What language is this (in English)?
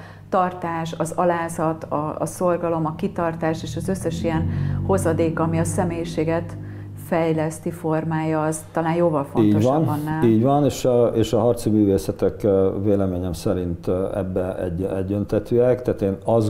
Hungarian